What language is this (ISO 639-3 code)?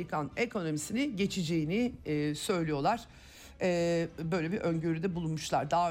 tur